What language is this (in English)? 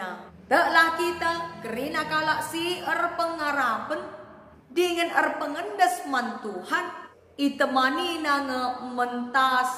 Batak Karo